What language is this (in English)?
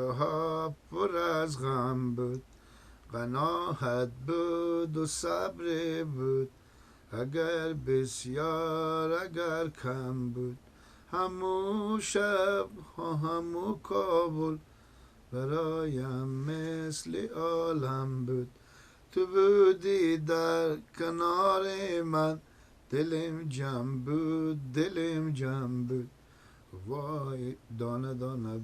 Persian